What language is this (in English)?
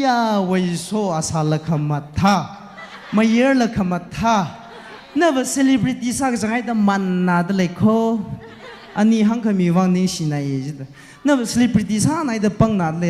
Tangkhul Naga (India)